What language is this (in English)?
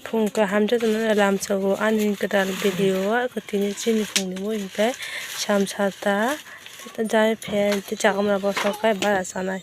Kok Borok